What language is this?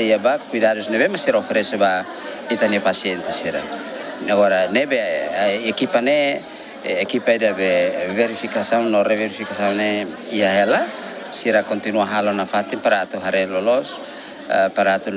Tetum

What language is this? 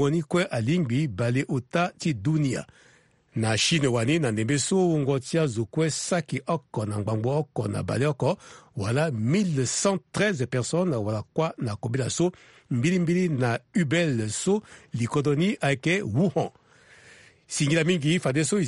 Sango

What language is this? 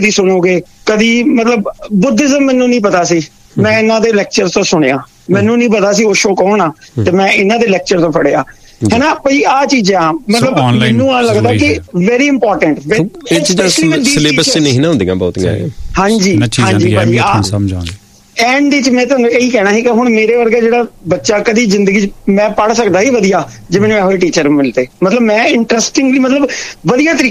Punjabi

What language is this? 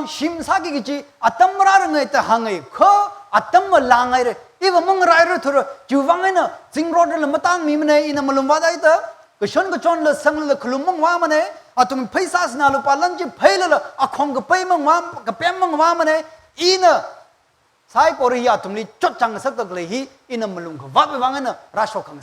Tangkhul Naga (India)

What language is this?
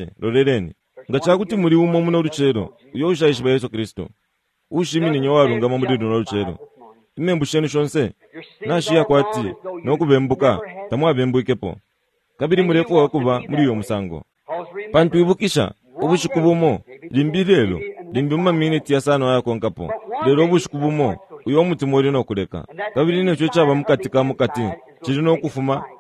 Bemba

